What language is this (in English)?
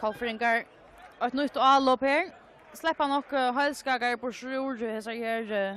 Faroese